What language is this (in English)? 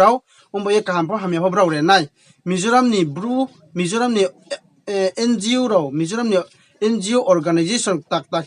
Riang (India)